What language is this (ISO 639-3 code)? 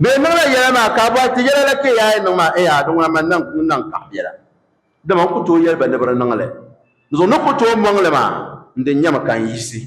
dag